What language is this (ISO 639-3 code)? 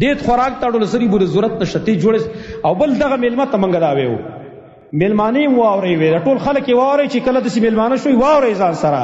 pus